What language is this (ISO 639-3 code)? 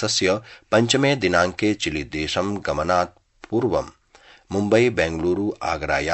san